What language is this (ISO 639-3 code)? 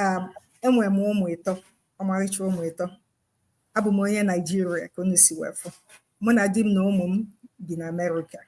ibo